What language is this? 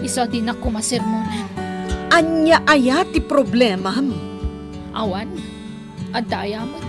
Iloko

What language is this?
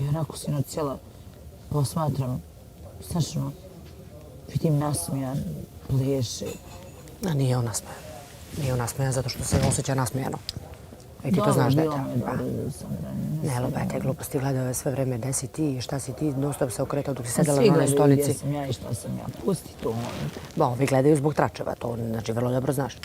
Bosnian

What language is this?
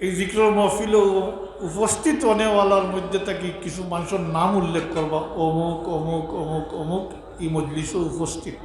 Sylheti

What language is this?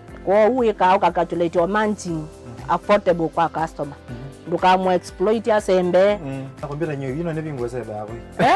Kamba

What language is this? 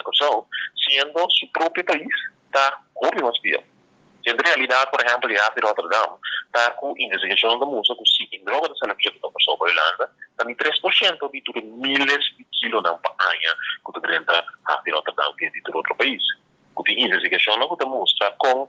Papiamento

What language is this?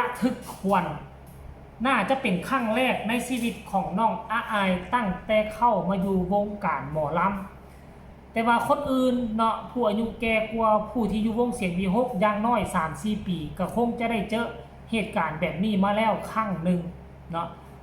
Northeastern Thai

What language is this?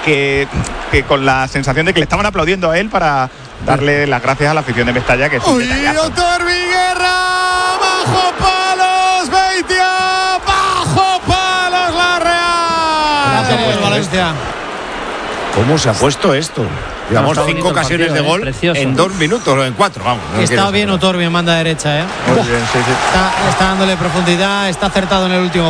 Spanish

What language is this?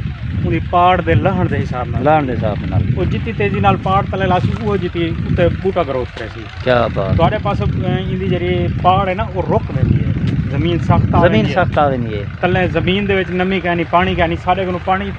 Saraiki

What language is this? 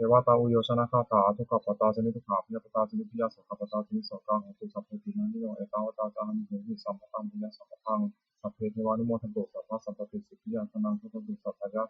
Pali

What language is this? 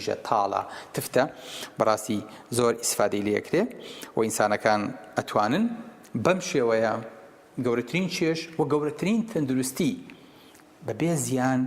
Central Kurdish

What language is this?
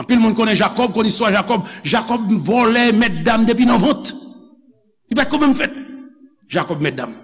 Haitian Creole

